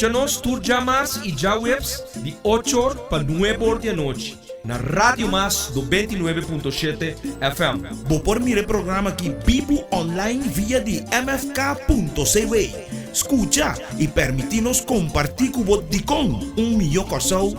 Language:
Papiamento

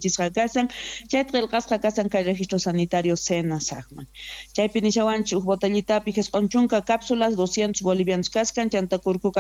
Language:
South Bolivian Quechua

